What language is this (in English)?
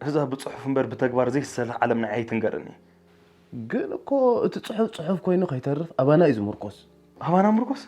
Tigrinya